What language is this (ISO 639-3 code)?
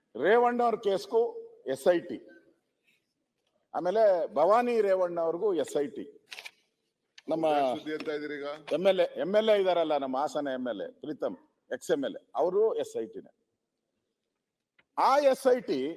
kan